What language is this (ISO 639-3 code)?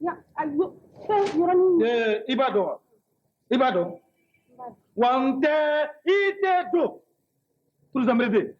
bam